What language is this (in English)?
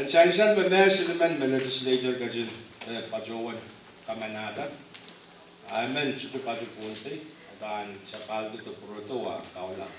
Pohnpeian